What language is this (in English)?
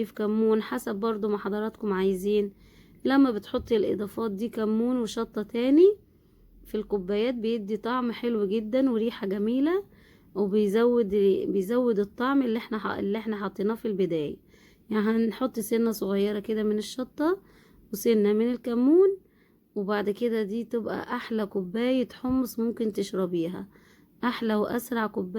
Egyptian Arabic